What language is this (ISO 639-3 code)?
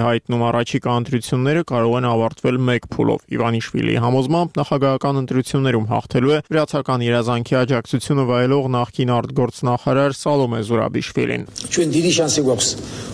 hye